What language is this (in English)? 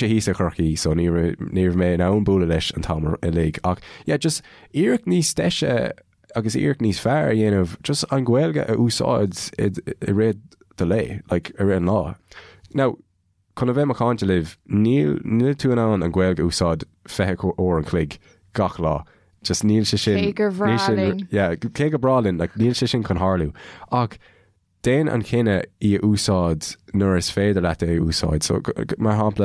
Irish